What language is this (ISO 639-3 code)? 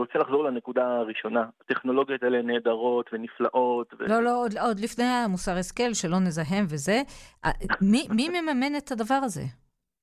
heb